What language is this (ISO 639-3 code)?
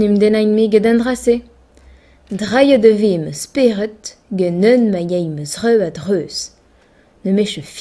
bre